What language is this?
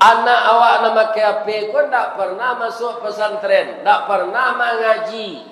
Minangkabau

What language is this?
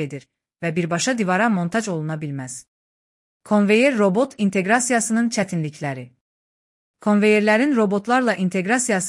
Azerbaijani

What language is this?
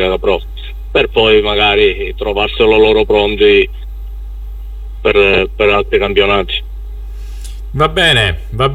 Italian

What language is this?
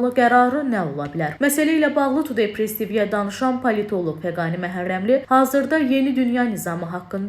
Azerbaijani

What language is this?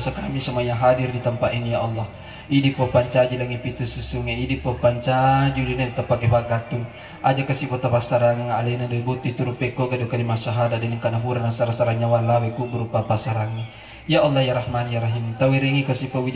Buginese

